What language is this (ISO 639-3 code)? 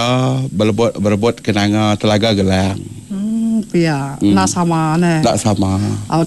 iba